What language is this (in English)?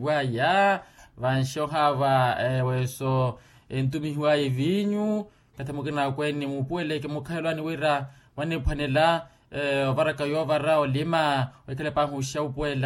Makhuwa